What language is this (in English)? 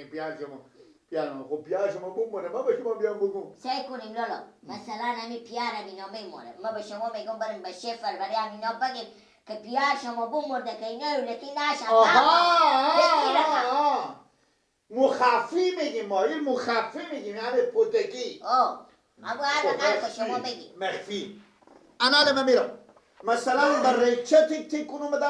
Persian